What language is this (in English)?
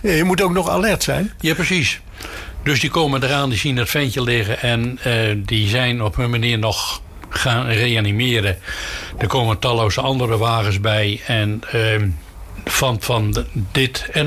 Dutch